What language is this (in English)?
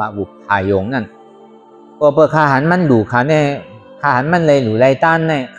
Shan